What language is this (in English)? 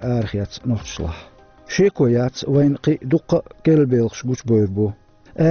Chechen